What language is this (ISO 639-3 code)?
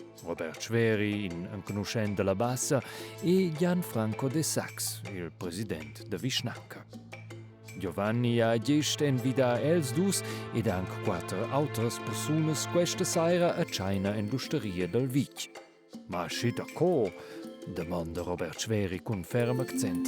roh